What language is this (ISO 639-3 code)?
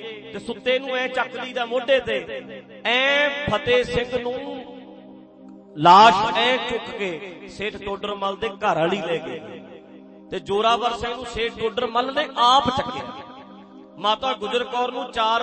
pan